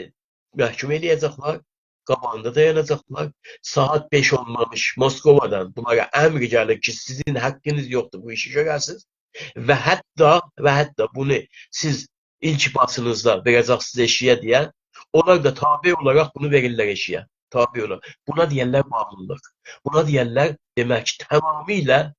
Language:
South Azerbaijani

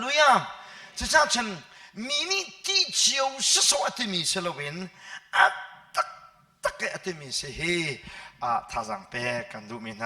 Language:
Hakha Chin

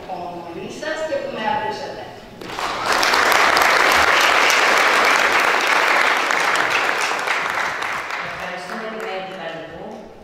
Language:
Greek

